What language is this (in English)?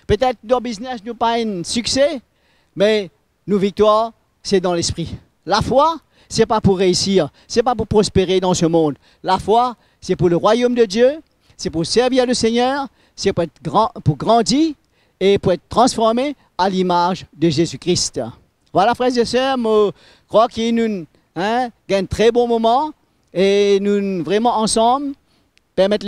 Morisyen